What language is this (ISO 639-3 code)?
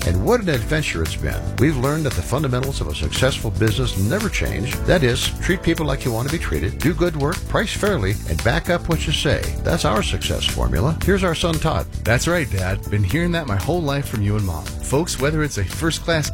eng